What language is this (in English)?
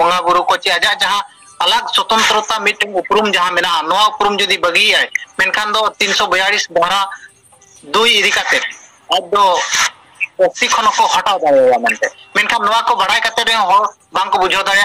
Santali